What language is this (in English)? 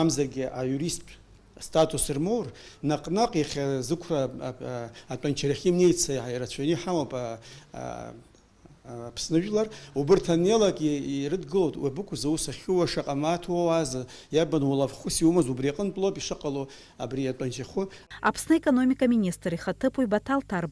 Abkhazian